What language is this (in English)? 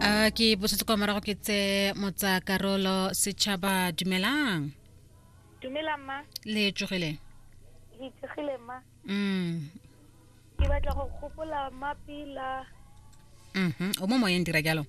Tswana